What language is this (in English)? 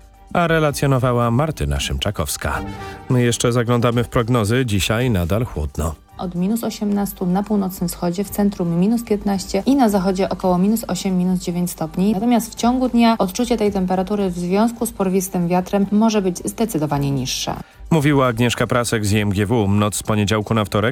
Polish